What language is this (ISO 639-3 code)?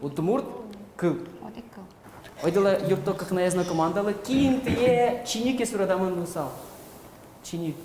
udm